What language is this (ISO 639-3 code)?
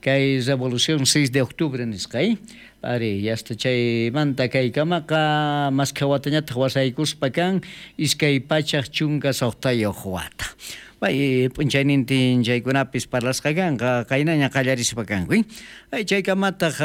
quh